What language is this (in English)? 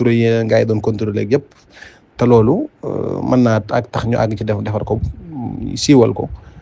Wolof